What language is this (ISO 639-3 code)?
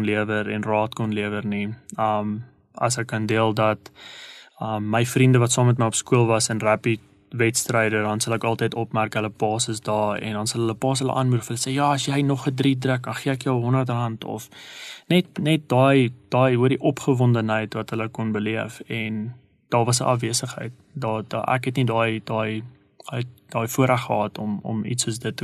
afr